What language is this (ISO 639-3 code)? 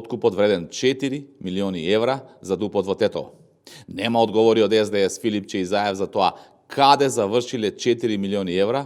mkd